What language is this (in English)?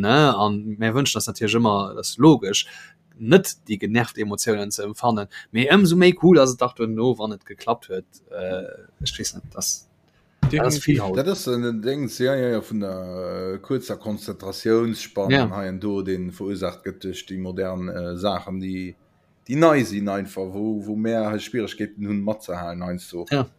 Luxembourgish